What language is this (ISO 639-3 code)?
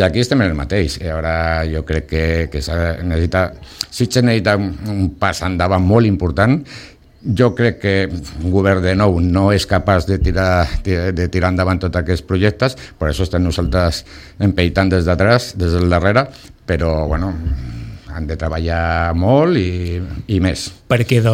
cat